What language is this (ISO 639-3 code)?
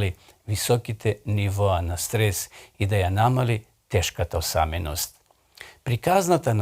mkd